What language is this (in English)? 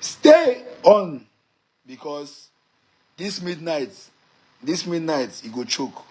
Nigerian Pidgin